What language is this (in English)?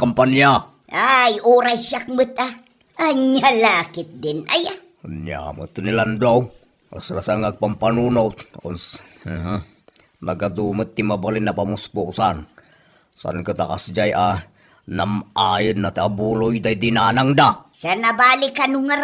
Iloko